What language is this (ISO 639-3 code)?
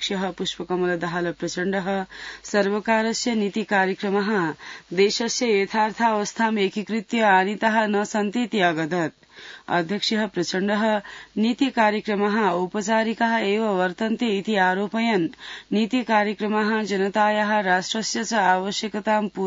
san